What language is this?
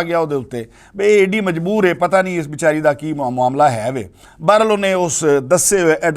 Western Panjabi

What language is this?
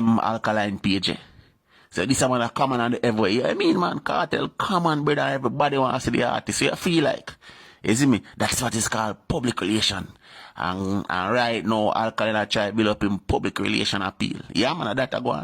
Jamaican Creole English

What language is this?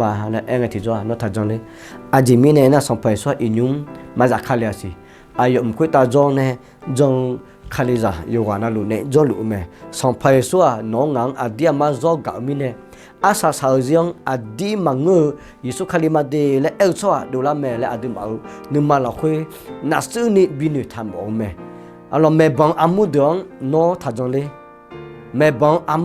Akha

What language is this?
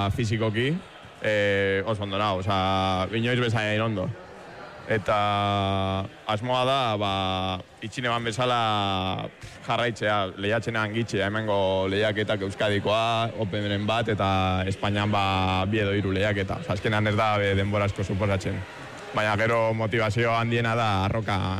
Basque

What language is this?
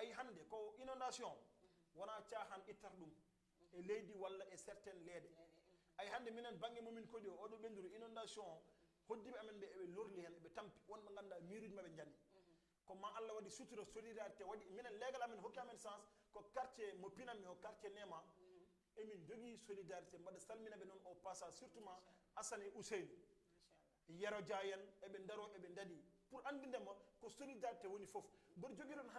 Fula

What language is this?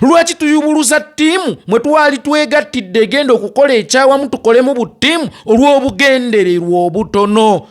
Ganda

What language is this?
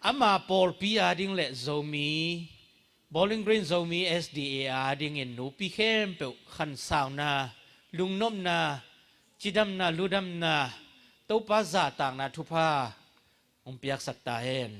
Tedim Chin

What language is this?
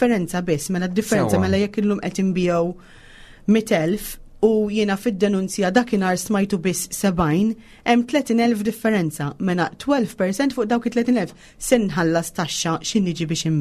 Maltese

